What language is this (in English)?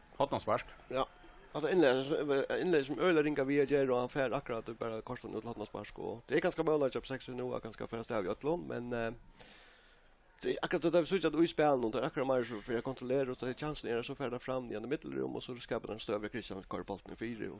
Faroese